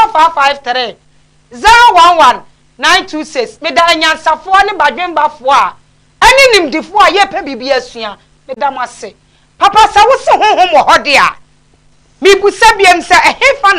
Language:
Akan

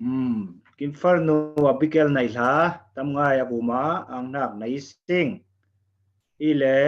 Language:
Falam Chin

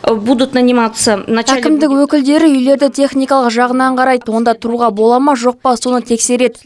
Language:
Kazakh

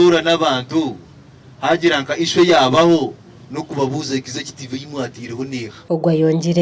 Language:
Nyankole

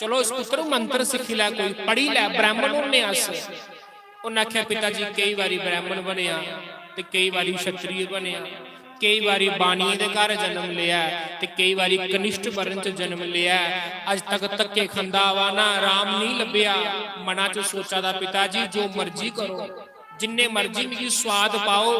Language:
Dogri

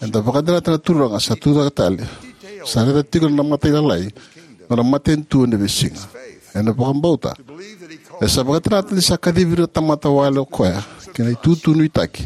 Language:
Fijian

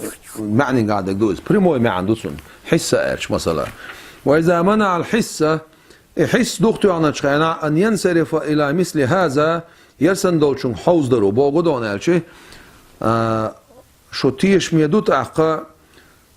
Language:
Chechen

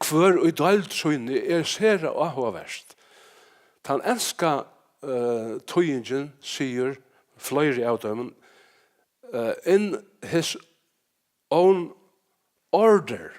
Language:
Faroese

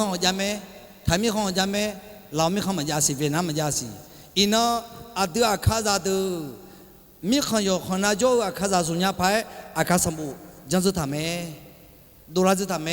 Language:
Akha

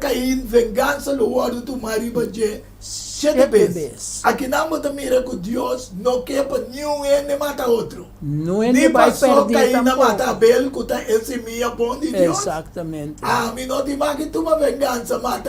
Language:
Papiamento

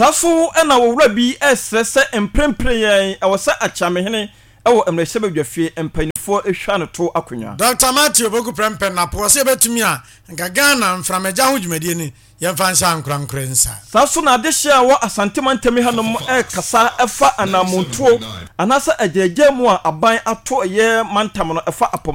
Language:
Akan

